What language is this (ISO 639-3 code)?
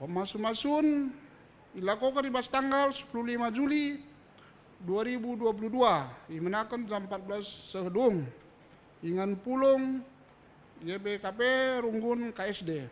btx